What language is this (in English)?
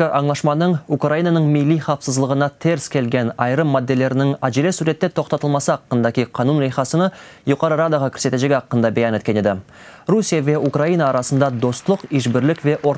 Crimean Tatar